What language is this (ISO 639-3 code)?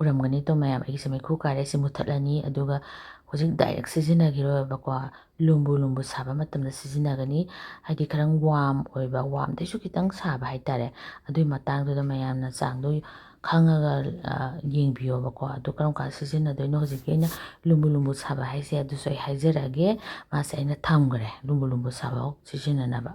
mni